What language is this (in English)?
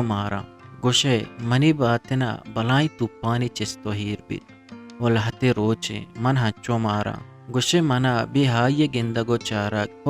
Eastern Balochi